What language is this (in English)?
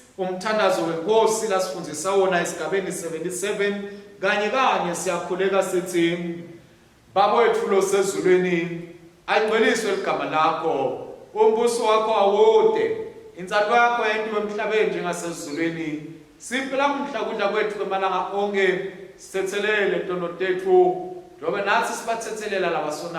Swati